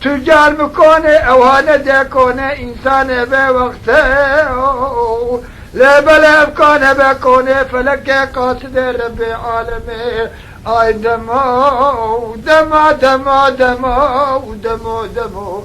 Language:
Kurdish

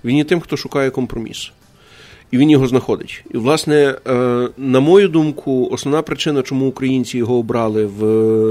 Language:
Ukrainian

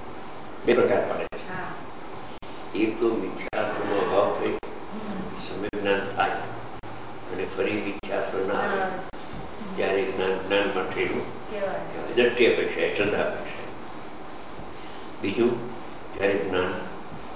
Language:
Gujarati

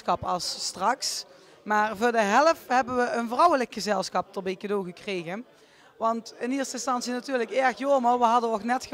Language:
Limburgish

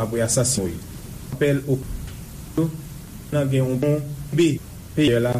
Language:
Haitian Creole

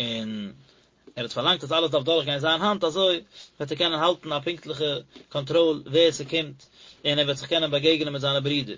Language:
Yiddish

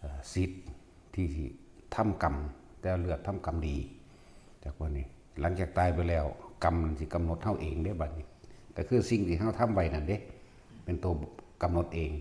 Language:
Northeastern Thai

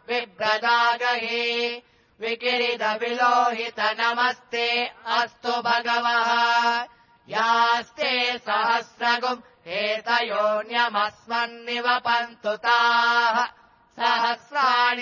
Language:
Sanskrit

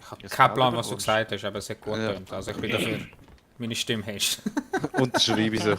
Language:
Swiss German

